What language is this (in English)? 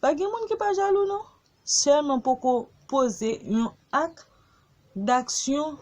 Haitian Creole